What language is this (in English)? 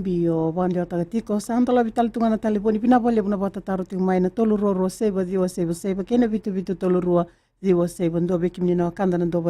Fijian